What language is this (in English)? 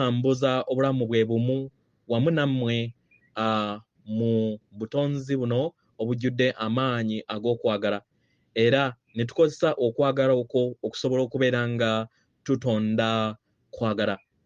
Ganda